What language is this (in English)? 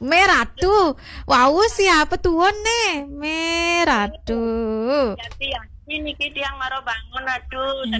Balinese